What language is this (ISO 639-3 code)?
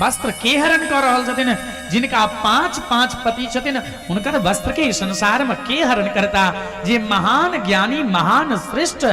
mai